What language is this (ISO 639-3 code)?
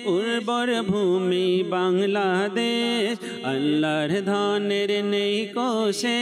ben